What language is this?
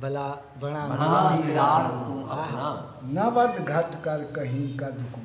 Saraiki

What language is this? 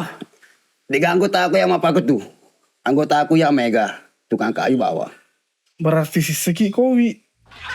Buginese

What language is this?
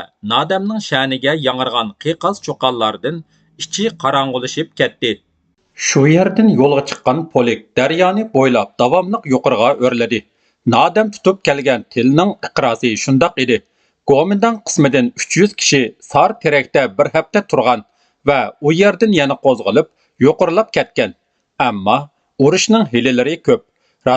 Uyghur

